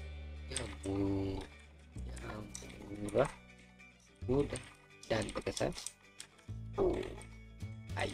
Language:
Malay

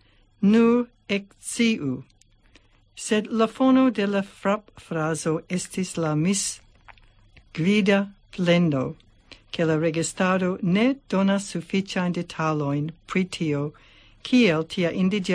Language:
Esperanto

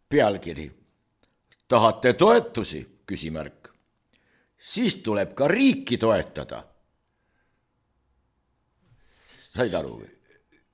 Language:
Estonian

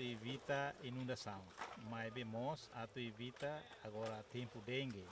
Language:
Tetum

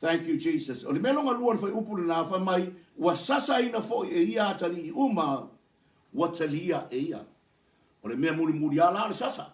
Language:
Samoan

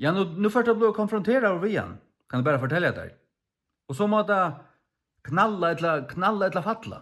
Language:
Faroese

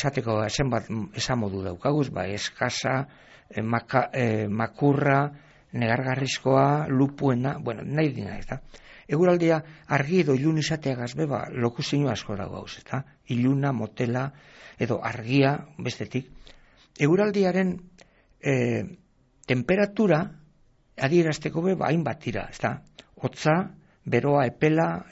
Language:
Basque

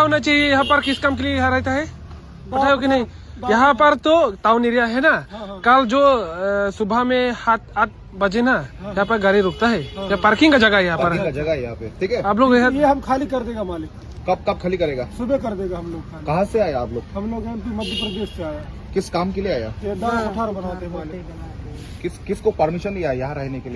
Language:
Karbi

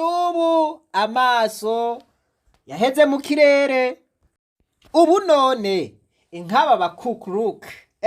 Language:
Rundi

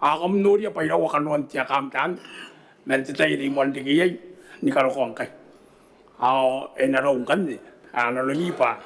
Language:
Gilbertese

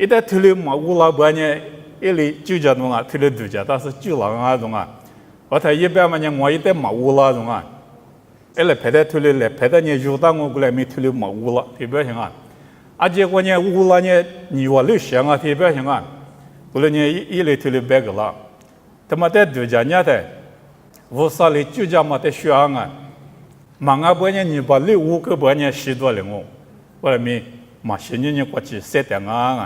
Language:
Lisu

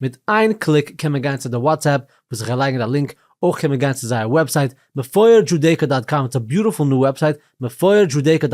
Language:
Yiddish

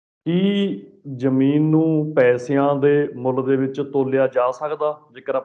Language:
Punjabi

